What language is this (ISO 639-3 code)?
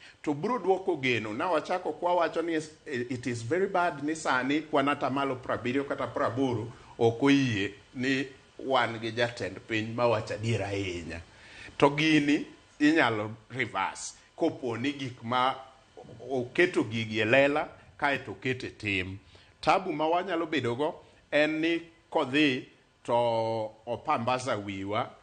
luo